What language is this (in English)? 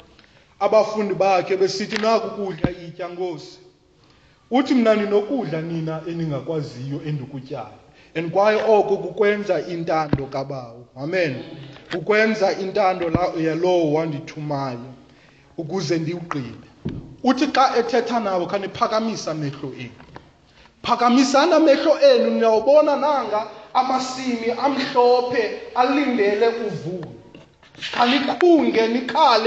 Xhosa